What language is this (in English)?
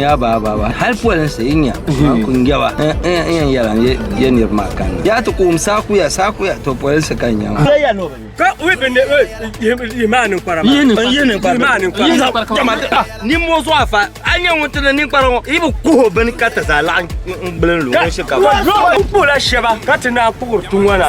Dagbani